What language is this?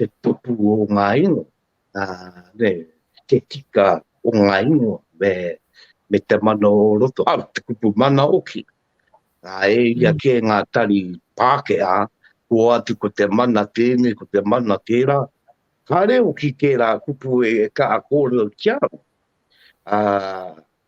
Māori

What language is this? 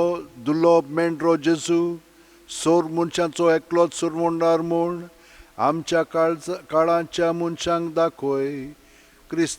Konkani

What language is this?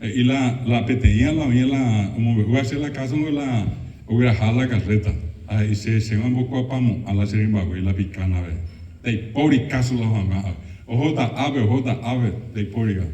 Guarani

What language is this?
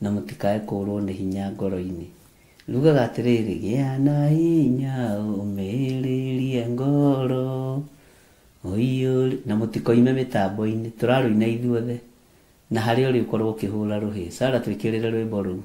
Kikuyu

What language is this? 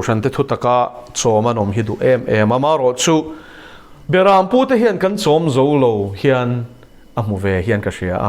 Mizo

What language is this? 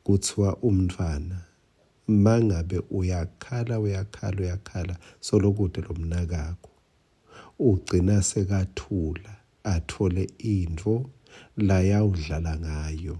Swati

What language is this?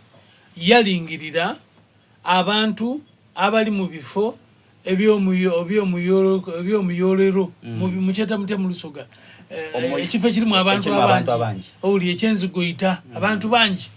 Soga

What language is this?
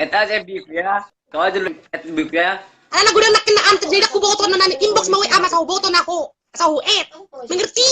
Batak Toba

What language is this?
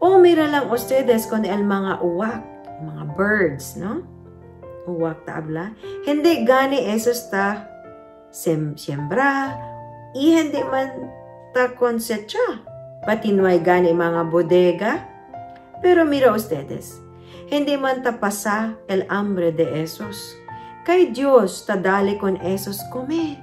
Chavacano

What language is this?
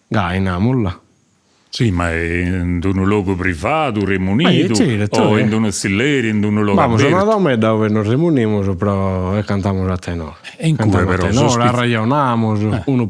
Sardinian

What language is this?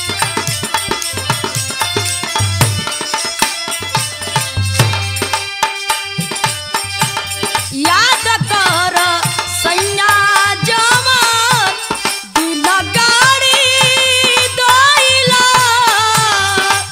Bhojpuri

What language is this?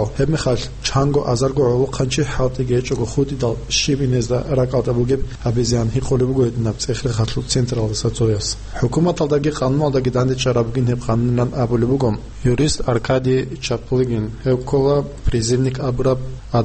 Avaric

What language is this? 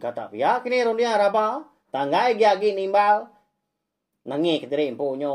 Iban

